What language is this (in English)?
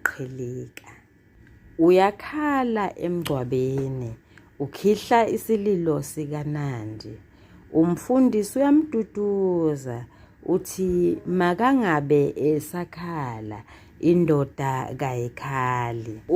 Zulu